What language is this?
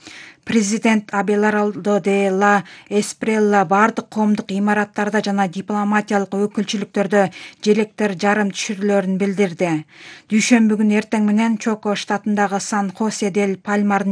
Kyrgyz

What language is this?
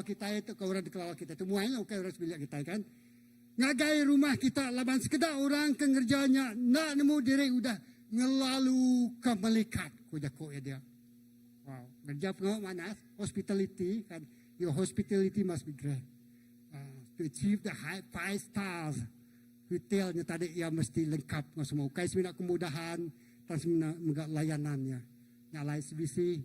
Iban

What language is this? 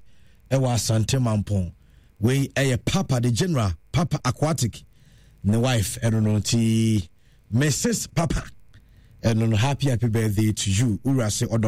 Akan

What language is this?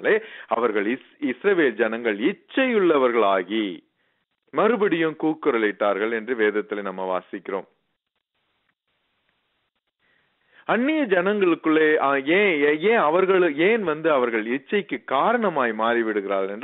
Tamil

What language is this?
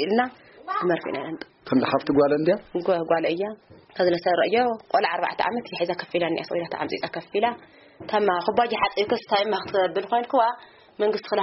Tigrinya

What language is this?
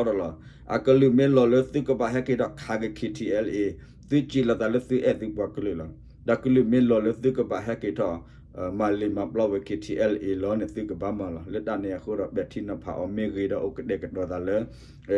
S'gaw Karen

